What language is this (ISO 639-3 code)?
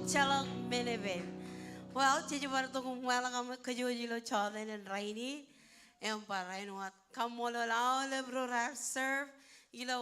mah